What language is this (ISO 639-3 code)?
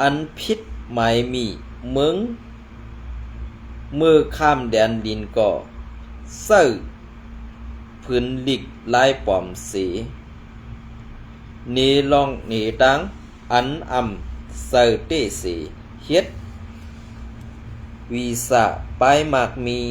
shn